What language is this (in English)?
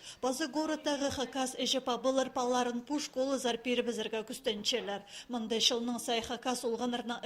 Khakas